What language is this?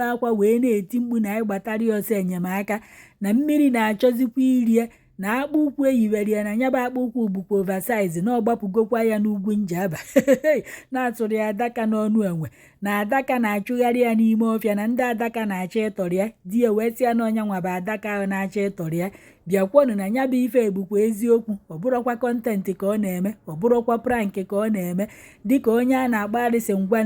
Igbo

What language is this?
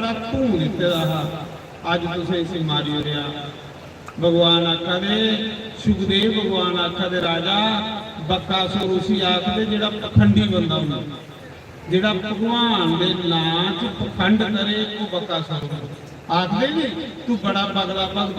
Dogri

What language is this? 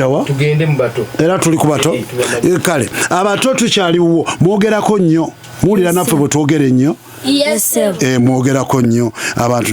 Ganda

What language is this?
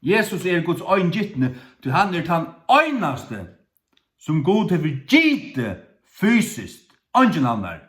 Faroese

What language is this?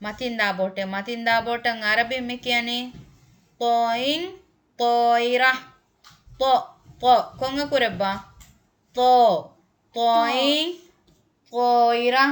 Divehi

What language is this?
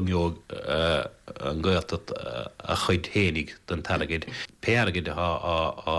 Irish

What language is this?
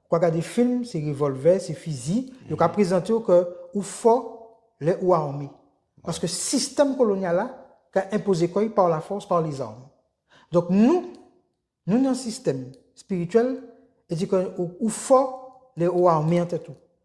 Guadeloupean Creole French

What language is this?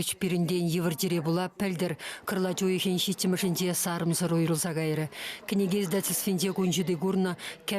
Chuvash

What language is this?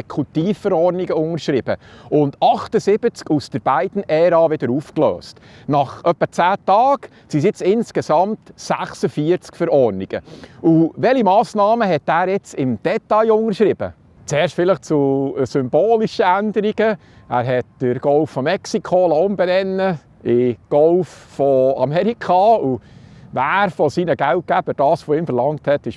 Swiss German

